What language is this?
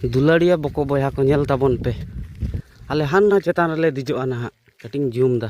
Santali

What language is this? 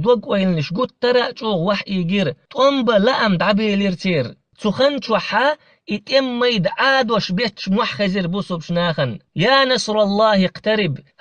Chechen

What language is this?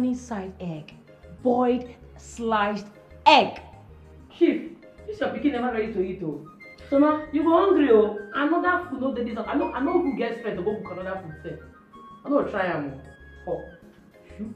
Nigerian Pidgin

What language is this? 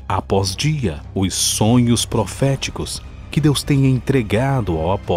Portuguese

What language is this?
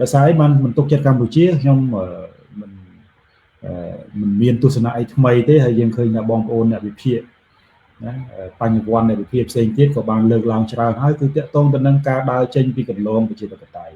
Khmer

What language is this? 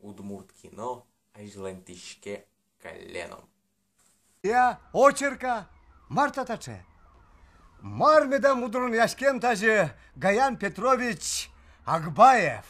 Udmurt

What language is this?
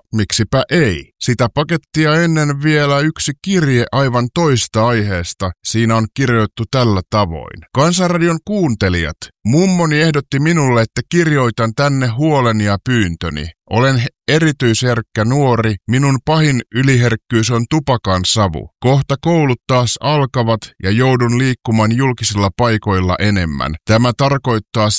Finnish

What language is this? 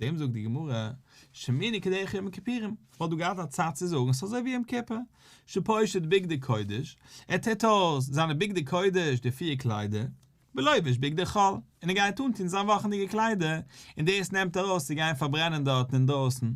Yiddish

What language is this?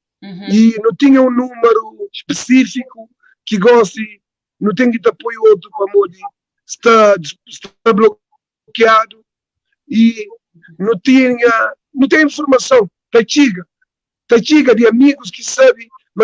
Kabuverdianu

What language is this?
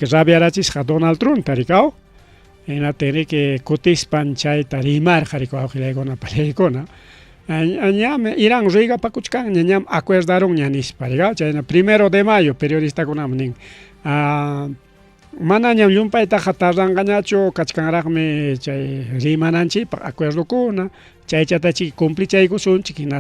Ayacucho Quechua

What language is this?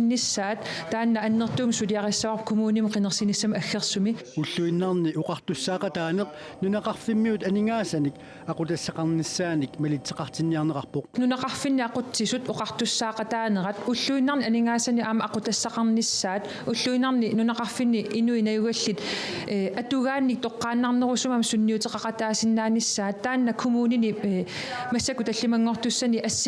Kalaallisut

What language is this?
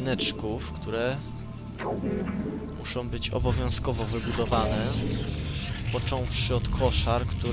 Polish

